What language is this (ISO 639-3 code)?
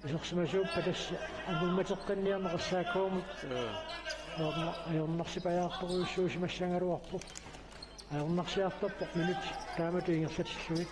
kal